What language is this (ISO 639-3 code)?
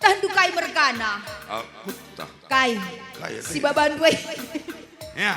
btx